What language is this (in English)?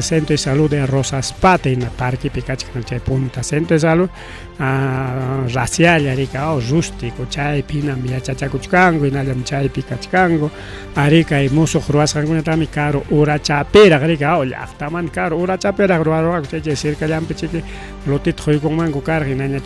Ayacucho Quechua